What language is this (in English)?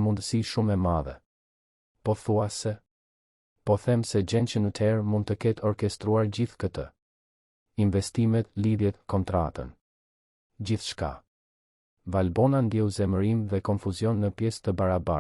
Albanian